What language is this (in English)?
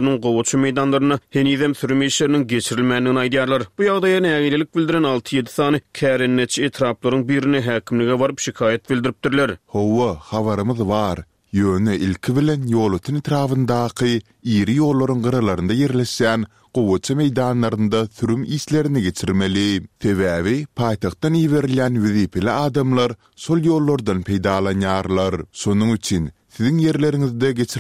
Turkmen